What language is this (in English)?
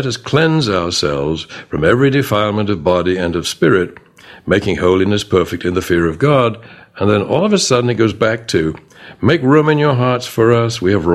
English